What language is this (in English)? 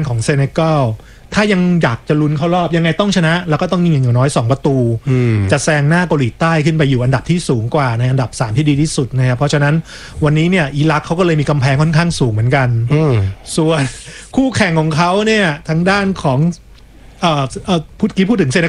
Thai